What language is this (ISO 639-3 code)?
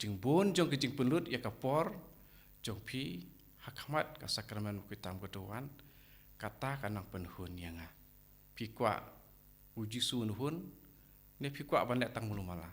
kha